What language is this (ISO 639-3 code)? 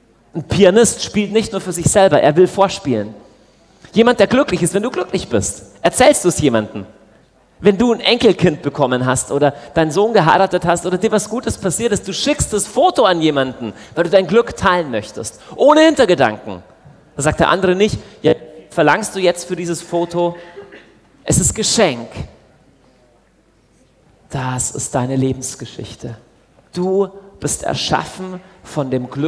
deu